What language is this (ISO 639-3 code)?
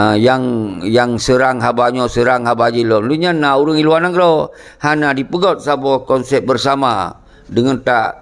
ace